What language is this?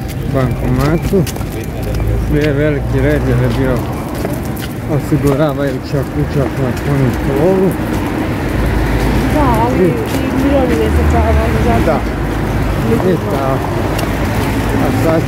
Croatian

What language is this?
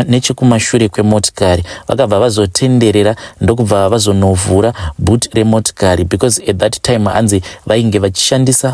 Shona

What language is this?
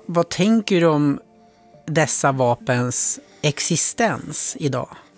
Swedish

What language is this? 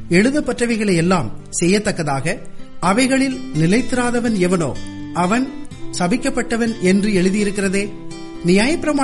Tamil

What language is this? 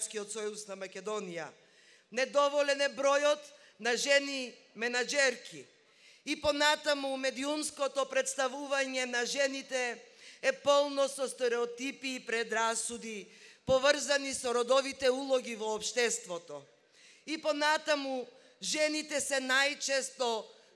Macedonian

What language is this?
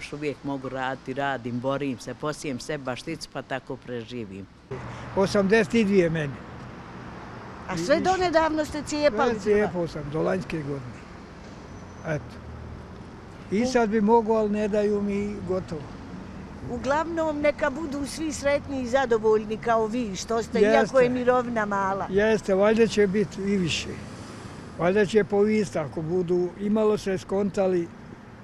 Croatian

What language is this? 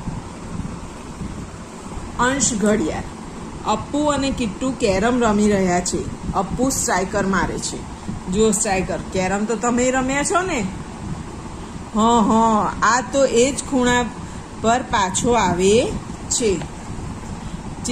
Gujarati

